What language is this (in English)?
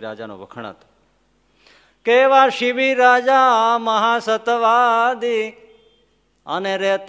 Gujarati